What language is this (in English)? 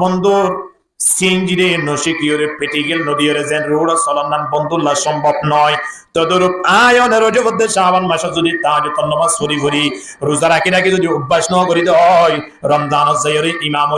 Rohingya